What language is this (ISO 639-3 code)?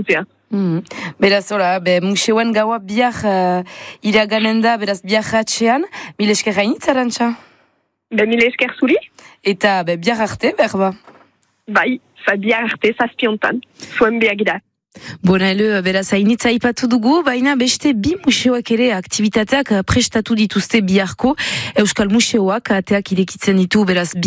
eus